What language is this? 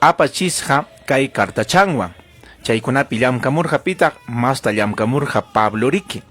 Ayacucho Quechua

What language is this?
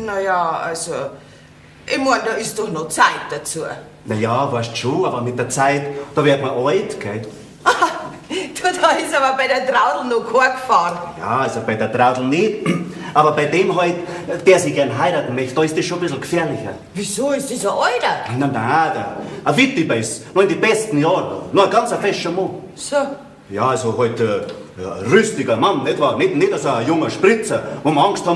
Bavarian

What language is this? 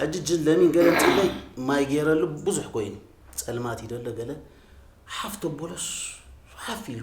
Tigrinya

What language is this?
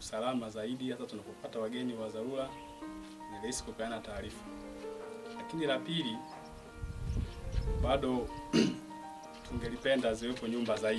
Swahili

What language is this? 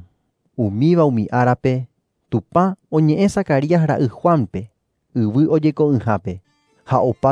Guarani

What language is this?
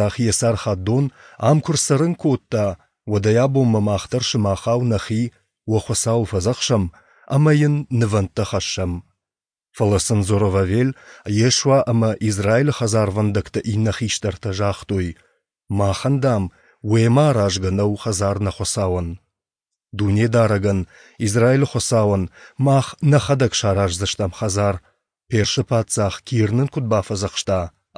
Ossetic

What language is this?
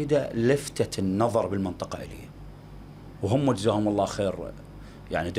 Mesopotamian Arabic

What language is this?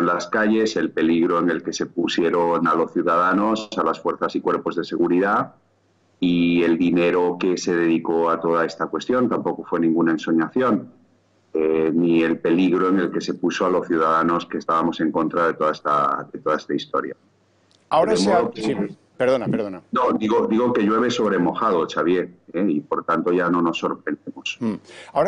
Spanish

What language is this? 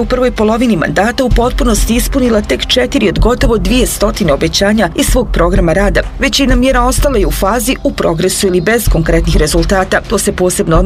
Bosnian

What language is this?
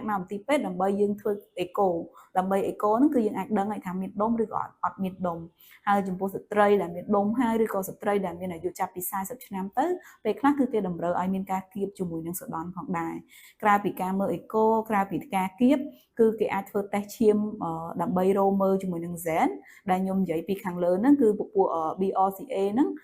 Khmer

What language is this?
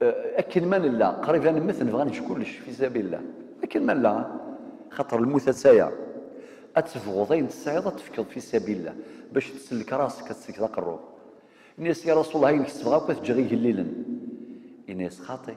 Kabyle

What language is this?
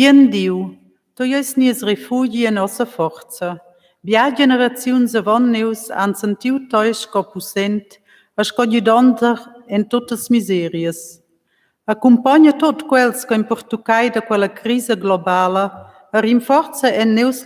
Romansh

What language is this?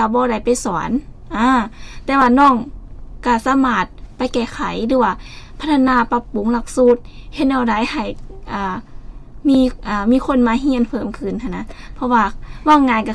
Lao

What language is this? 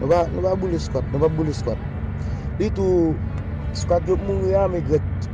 Haitian Creole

